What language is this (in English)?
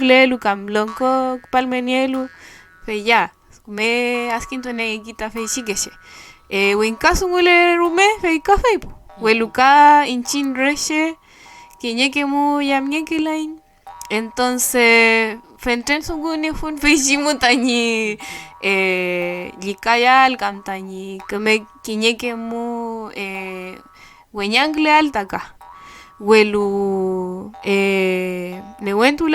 Mapuche